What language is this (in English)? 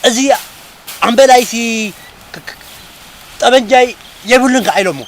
Tigrinya